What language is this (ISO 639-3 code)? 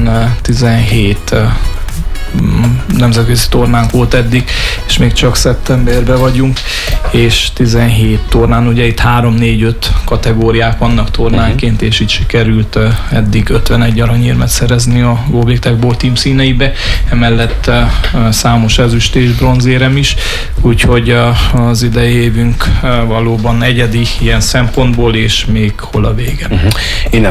hun